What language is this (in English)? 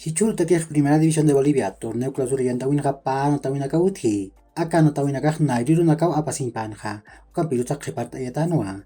Aymara